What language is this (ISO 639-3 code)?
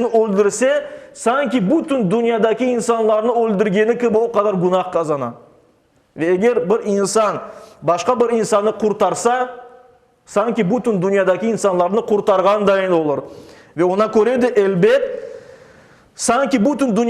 crh